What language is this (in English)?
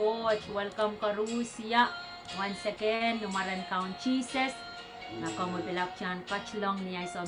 Pohnpeian